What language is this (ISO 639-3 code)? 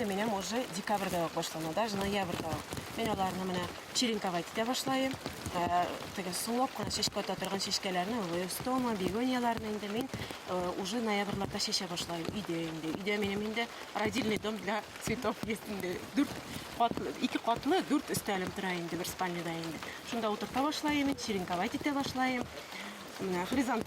bak